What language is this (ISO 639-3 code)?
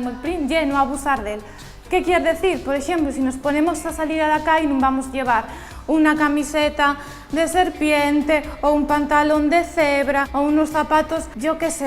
ast